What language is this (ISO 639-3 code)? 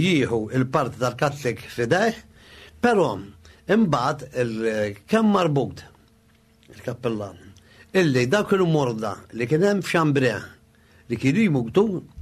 mlt